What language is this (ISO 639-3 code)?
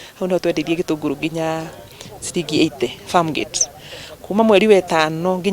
kik